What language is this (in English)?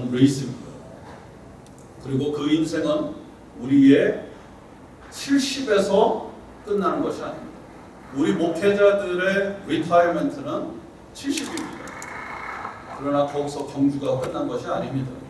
Korean